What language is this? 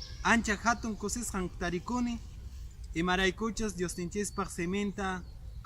Quechua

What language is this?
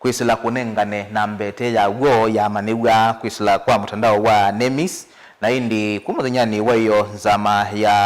Kamba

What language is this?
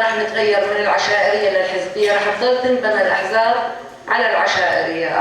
North Levantine Arabic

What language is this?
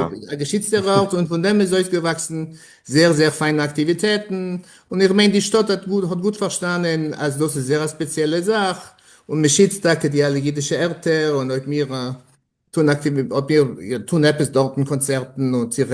Yiddish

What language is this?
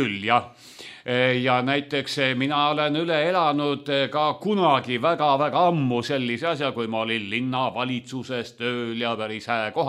Estonian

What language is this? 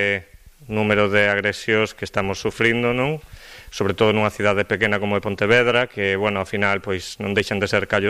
Galician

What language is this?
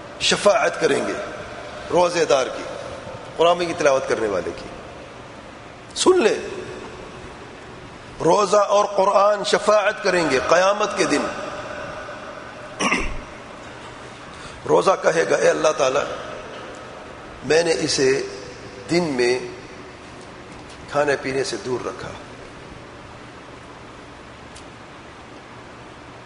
Urdu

